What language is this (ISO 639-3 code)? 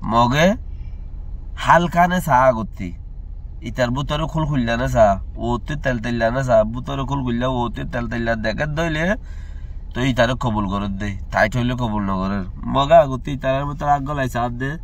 rhg